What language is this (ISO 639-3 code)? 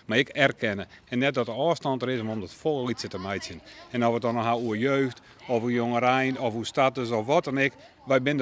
fry